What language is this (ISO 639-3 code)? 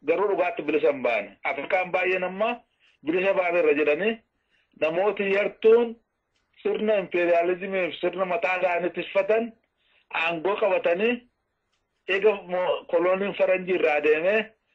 orm